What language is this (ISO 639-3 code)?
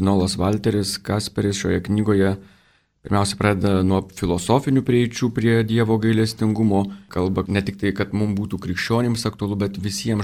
lit